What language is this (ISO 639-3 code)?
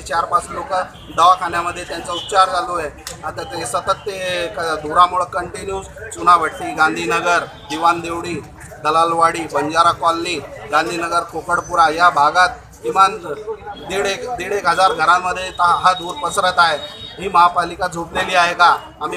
mar